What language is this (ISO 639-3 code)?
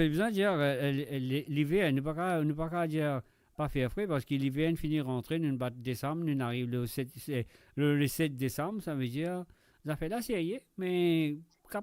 mfe